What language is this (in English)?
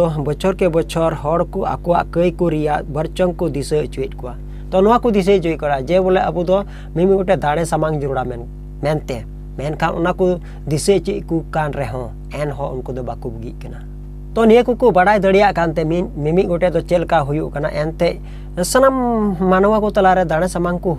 Santali